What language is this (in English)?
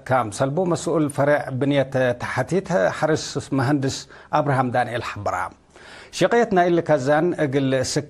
Tigre